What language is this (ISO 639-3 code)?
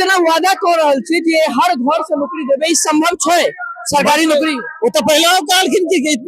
mai